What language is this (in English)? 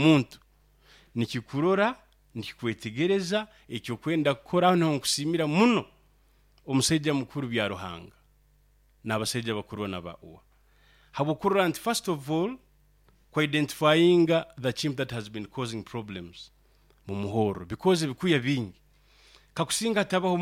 Nyoro